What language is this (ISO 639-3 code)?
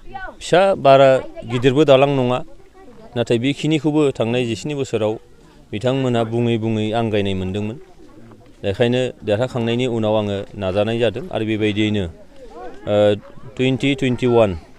brx